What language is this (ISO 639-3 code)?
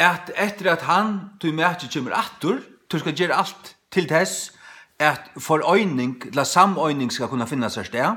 fao